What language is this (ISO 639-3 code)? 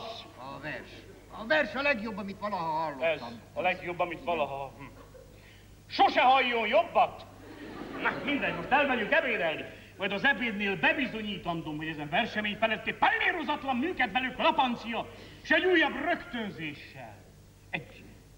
hun